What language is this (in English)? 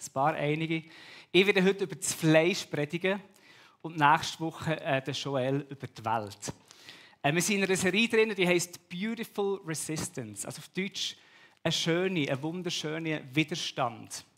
Swiss German